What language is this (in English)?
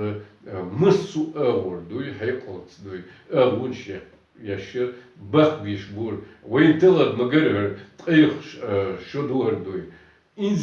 Chechen